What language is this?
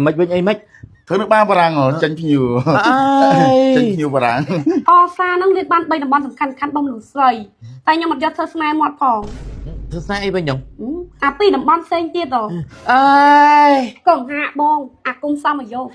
Khmer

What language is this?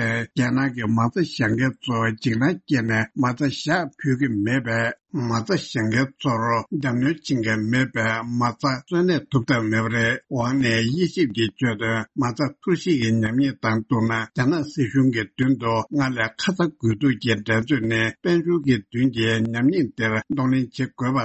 Tibetan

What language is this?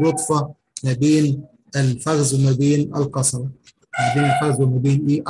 Egyptian Arabic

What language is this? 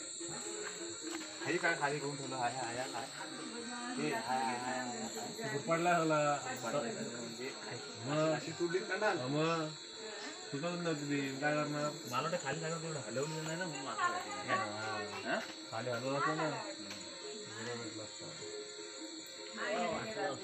Marathi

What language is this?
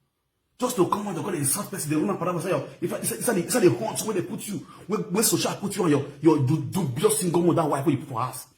Nigerian Pidgin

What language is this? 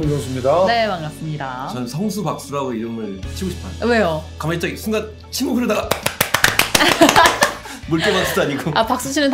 Korean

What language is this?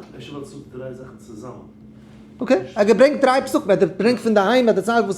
Yiddish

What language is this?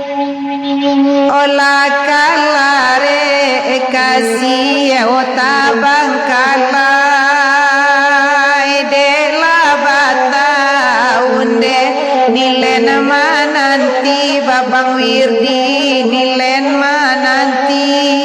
Minangkabau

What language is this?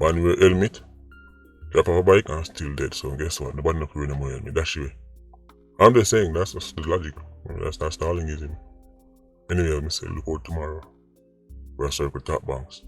Jamaican Creole English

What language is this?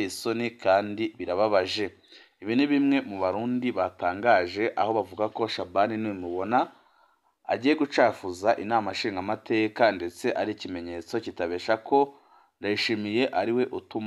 Rundi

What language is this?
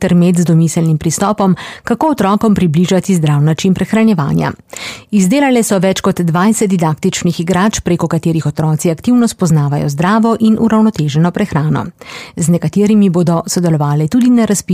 Slovenian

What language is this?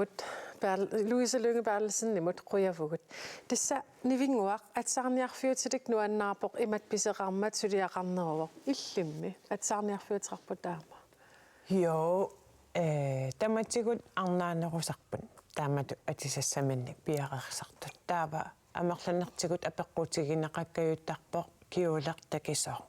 Kalaallisut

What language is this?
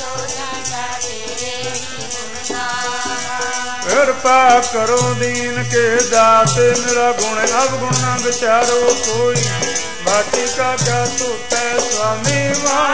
Punjabi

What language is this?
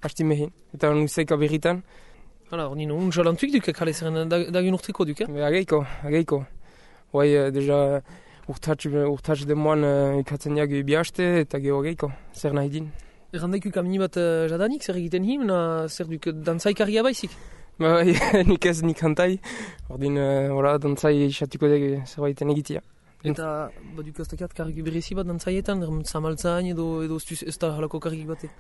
Basque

